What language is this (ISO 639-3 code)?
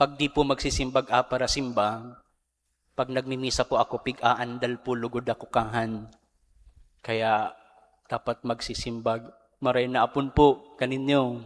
bik